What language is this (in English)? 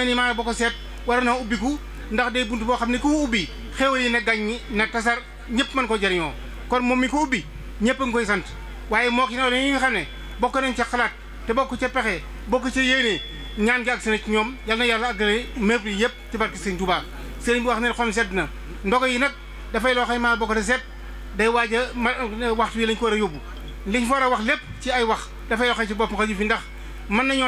Wolof